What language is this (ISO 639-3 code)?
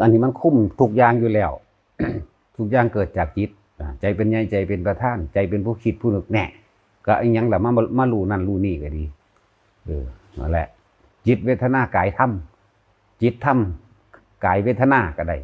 lao